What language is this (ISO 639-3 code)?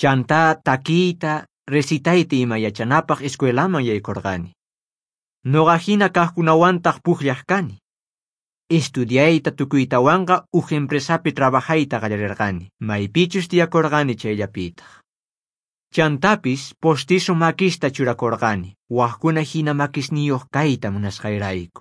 quh